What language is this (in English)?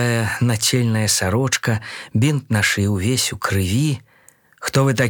Belarusian